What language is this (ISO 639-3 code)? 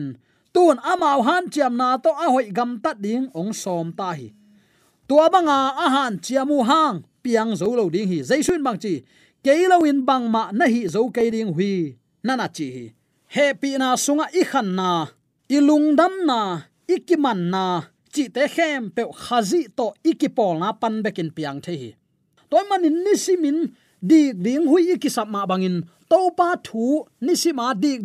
ctd